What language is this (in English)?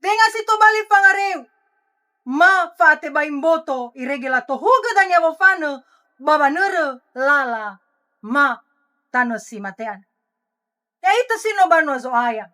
Nias